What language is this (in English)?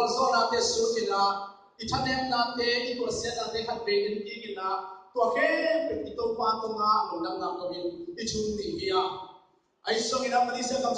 Tedim Chin